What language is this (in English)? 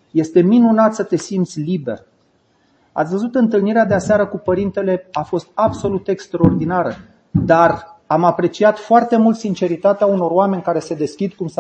Romanian